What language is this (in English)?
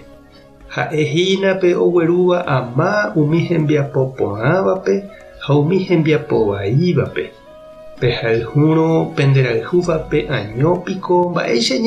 Guarani